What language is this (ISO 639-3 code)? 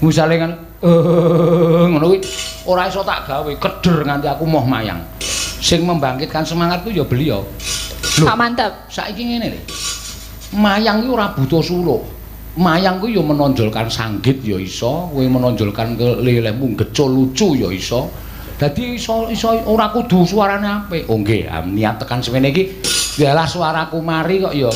jav